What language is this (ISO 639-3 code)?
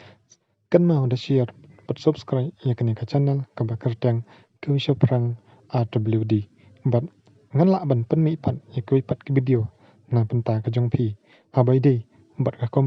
kha